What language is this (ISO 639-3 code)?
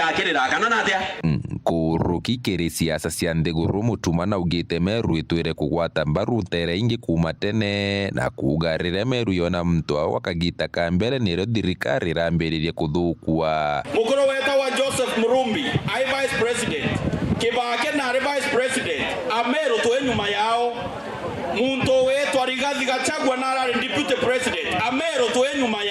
mer